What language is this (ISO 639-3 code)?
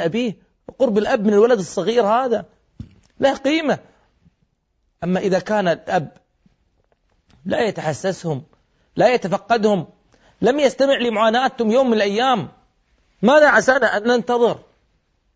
ara